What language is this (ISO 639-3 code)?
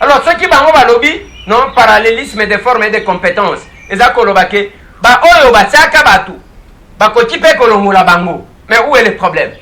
lin